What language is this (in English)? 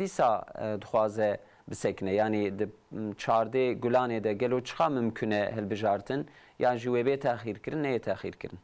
Kurdish